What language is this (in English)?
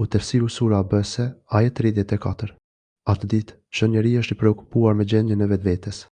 Albanian